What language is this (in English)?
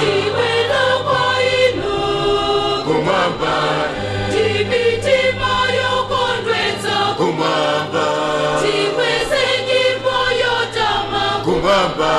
Nyanja